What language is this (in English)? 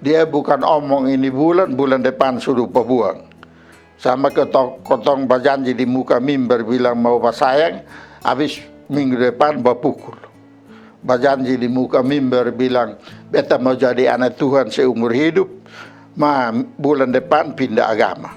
Kupang Malay